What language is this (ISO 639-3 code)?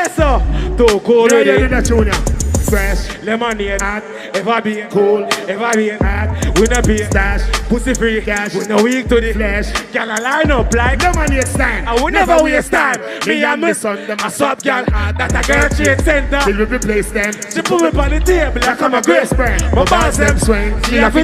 jam